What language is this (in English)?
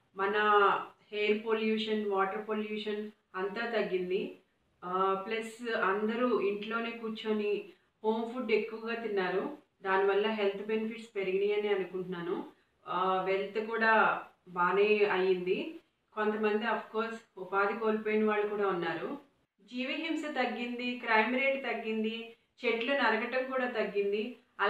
Telugu